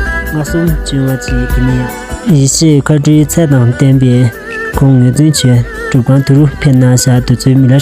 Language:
Tibetan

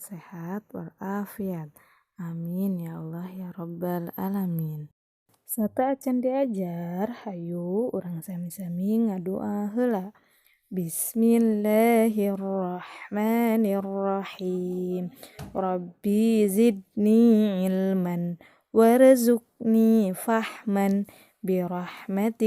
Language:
Sundanese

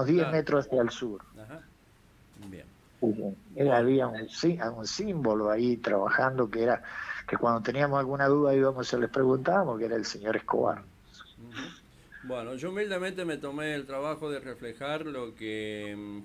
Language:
Spanish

